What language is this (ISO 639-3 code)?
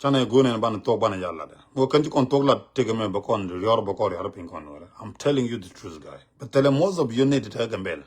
nus